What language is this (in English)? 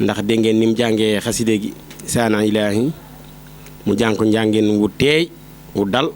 Wolof